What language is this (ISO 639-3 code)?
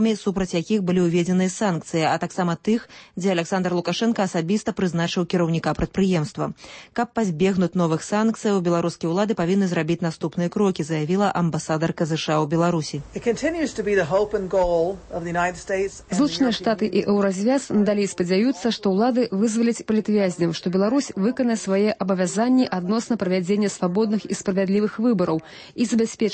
bel